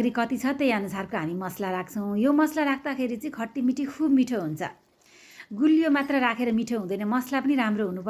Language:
Nepali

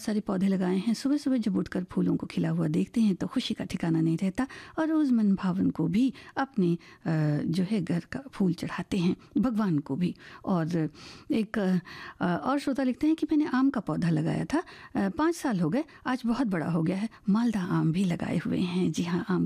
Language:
Hindi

